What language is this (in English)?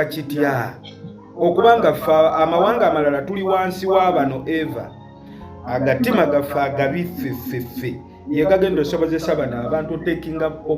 Ganda